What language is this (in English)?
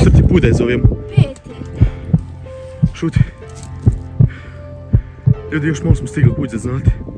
Croatian